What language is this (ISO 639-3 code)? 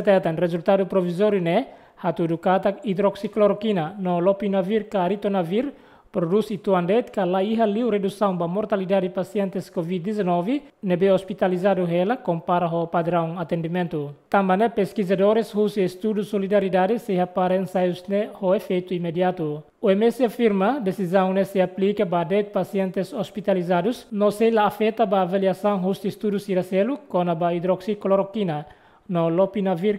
tet